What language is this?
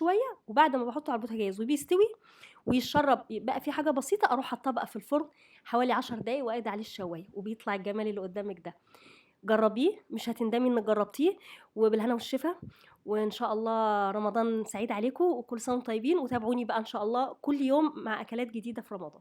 Egyptian Arabic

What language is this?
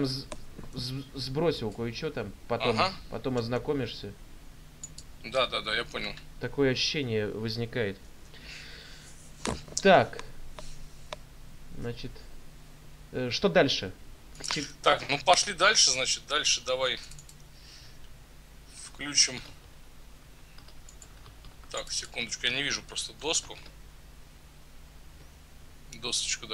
Russian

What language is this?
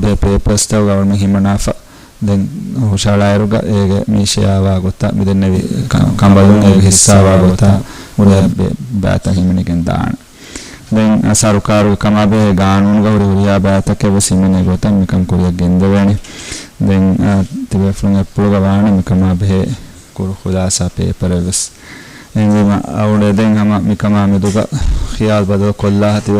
Divehi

